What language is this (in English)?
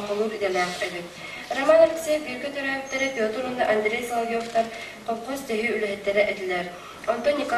Yakut